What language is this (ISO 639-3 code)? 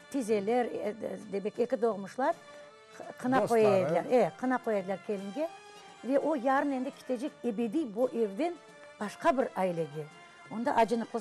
crh